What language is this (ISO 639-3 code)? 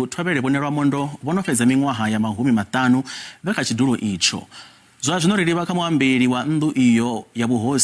ven